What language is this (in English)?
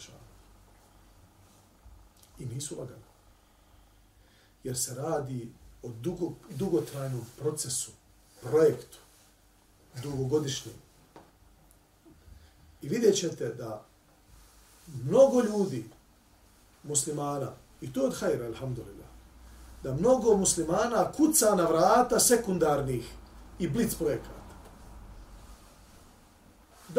Bosnian